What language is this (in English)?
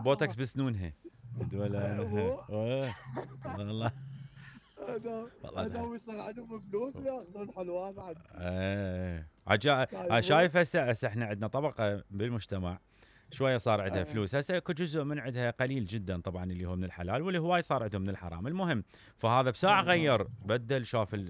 Mesopotamian Arabic